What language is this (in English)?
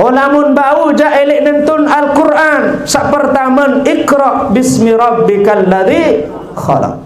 Sasak